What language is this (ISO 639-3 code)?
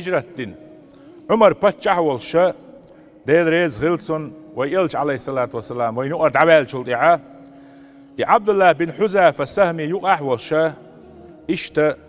che